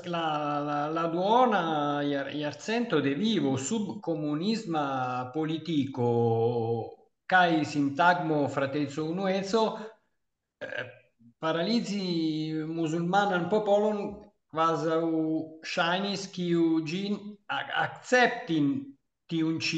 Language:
Esperanto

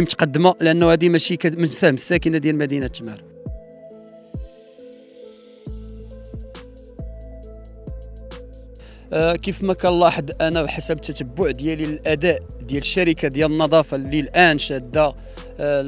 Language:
Moroccan Arabic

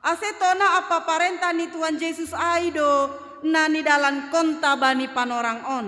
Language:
Batak Simalungun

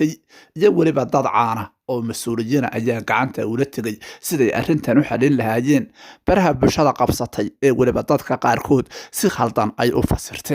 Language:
Somali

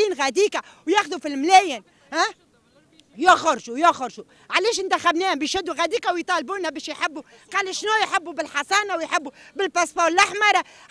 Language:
Tunisian Arabic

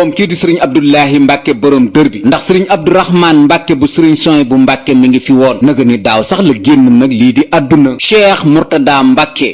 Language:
Wolof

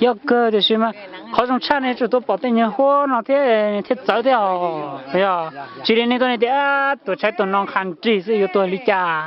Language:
Hmong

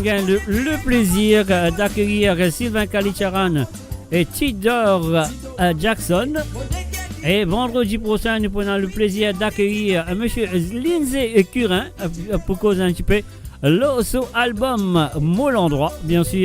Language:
Morisyen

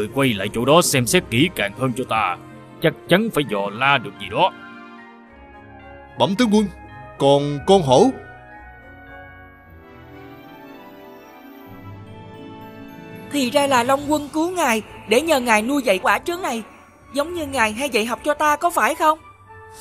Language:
Vietnamese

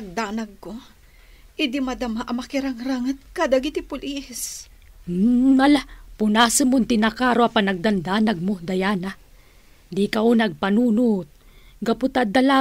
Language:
Iloko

